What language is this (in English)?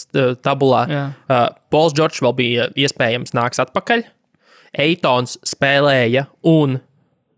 Latvian